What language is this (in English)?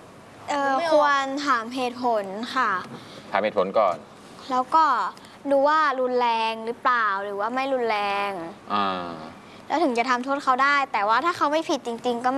Thai